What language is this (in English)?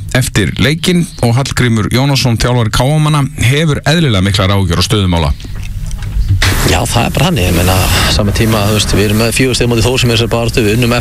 Icelandic